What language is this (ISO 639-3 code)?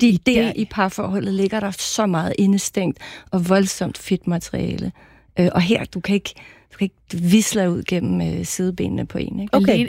dan